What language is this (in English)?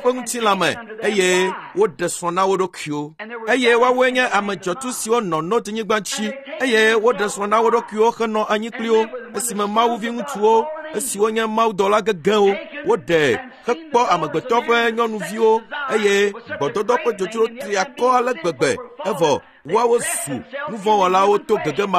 Ewe